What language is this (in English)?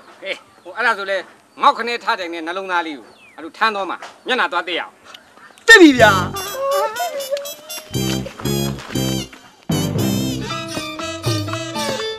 Burmese